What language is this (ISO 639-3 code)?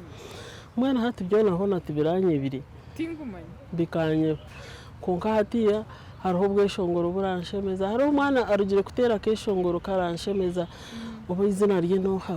nyn